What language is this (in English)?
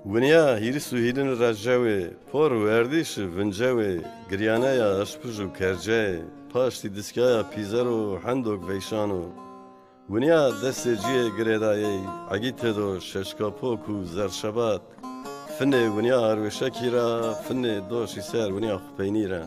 Zaza